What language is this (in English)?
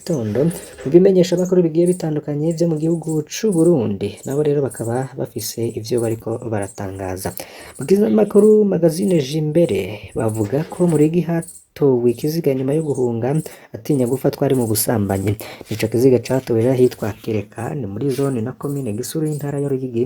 Rundi